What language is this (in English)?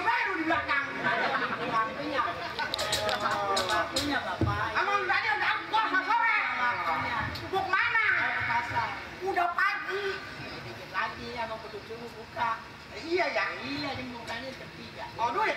Betawi